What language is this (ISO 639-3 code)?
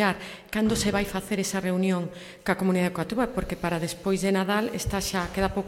glg